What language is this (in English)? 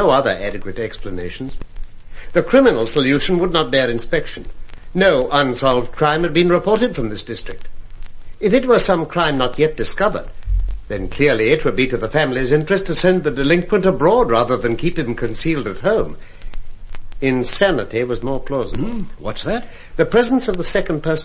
English